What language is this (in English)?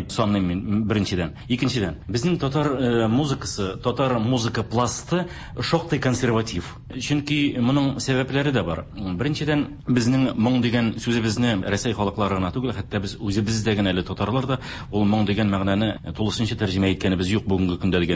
Tatar